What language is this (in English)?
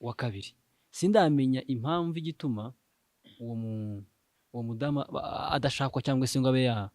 Kinyarwanda